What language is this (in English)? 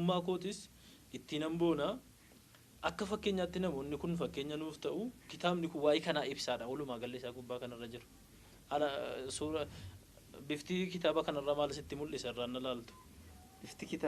Oromo